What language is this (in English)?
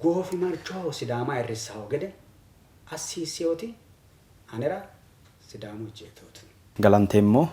Sidamo